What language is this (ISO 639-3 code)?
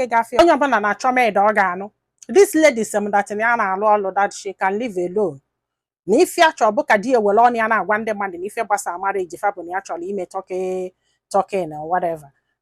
ibo